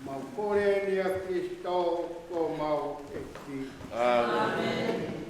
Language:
Tongan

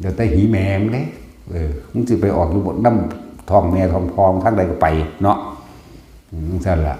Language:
Northeastern Thai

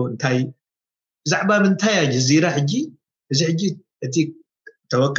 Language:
Tigrinya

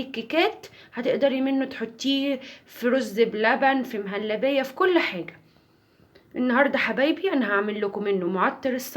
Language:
Egyptian Arabic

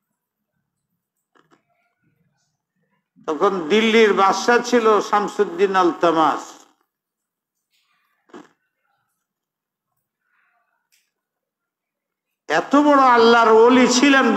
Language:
Bangla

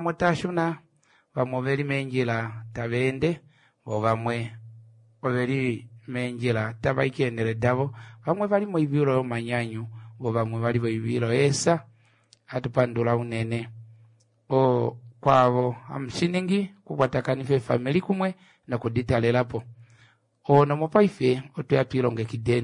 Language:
Kuanyama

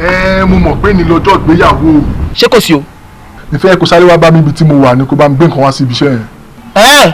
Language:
Yoruba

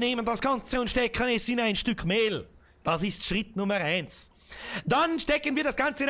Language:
Bavarian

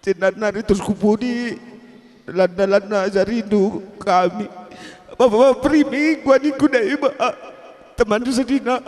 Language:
Batak Karo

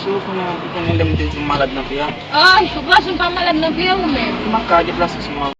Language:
Haitian Creole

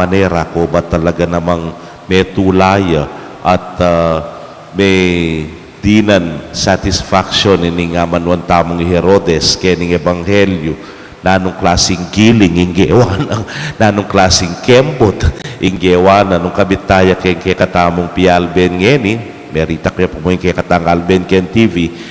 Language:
Pampanga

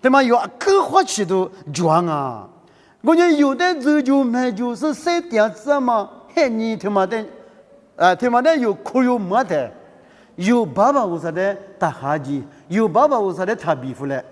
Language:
Lisu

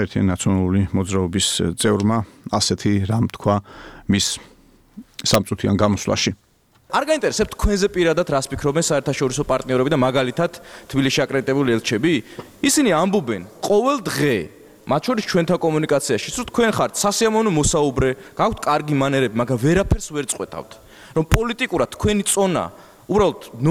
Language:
Georgian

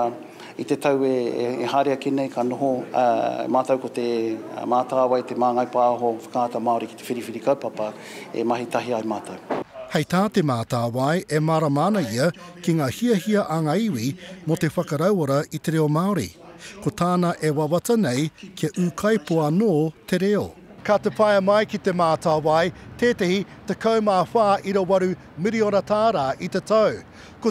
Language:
Māori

